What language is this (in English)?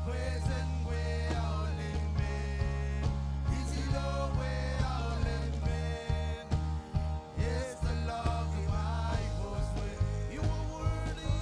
Marshallese